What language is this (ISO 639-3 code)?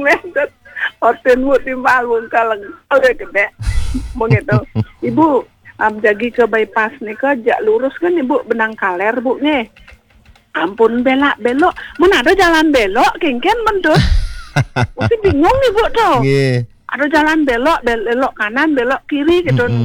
ban